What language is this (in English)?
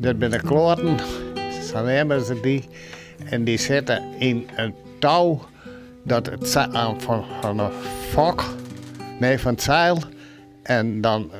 Western Frisian